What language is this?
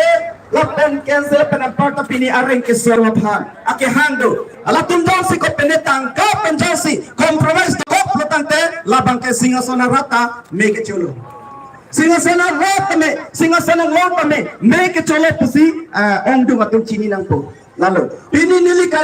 Karbi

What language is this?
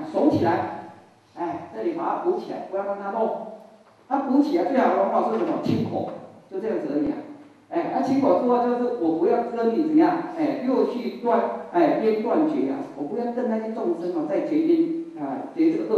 Chinese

